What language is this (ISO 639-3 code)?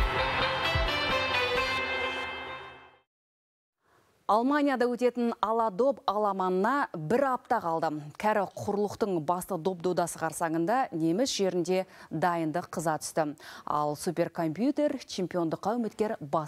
kaz